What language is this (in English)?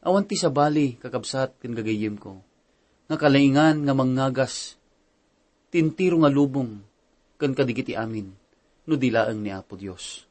Iloko